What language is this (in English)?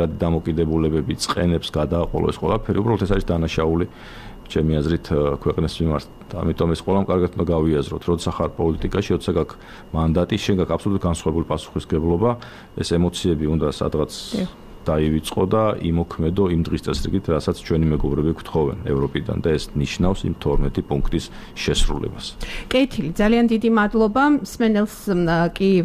Georgian